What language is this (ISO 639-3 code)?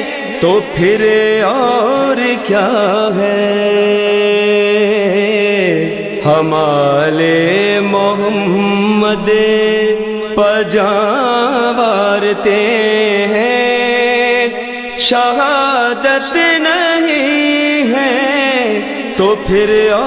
urd